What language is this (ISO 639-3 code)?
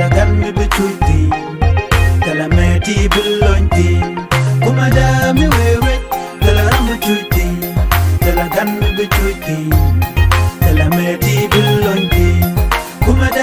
nus